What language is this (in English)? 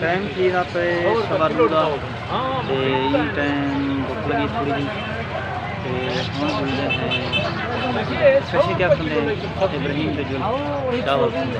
Saraiki